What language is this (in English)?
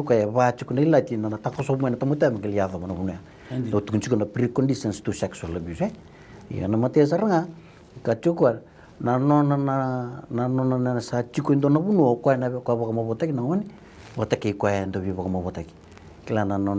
Fijian